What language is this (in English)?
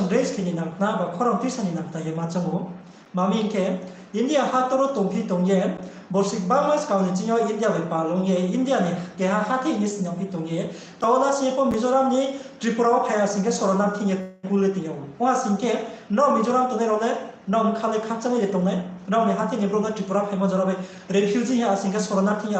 Riang (India)